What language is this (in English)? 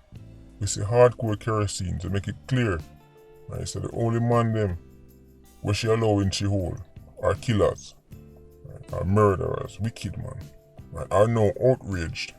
Jamaican Creole English